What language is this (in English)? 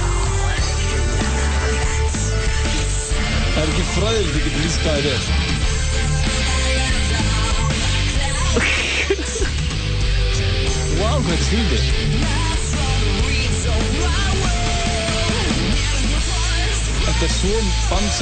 Icelandic